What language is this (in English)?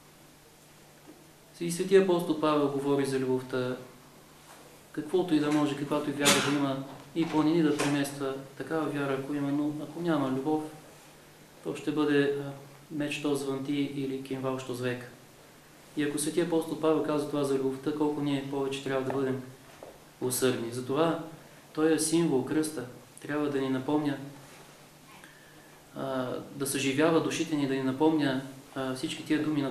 Bulgarian